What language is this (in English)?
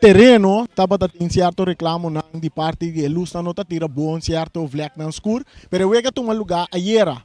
Papiamento